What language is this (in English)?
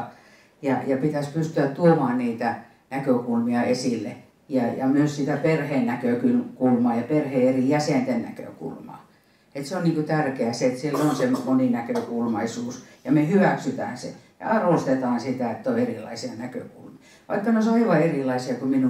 Finnish